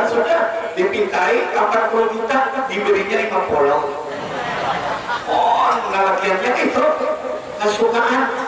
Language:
Banjar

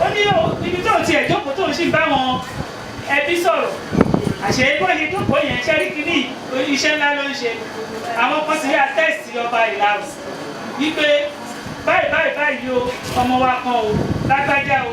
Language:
Yoruba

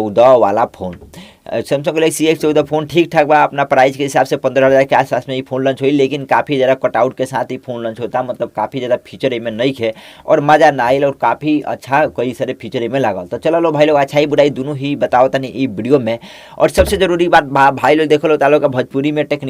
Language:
Bhojpuri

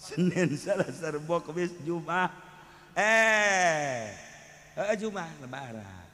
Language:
Sundanese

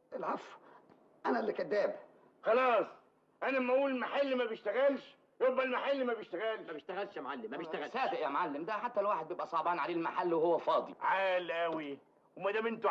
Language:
Egyptian Arabic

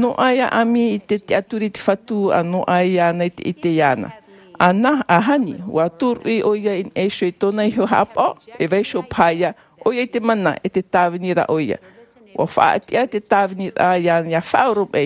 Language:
Tahitian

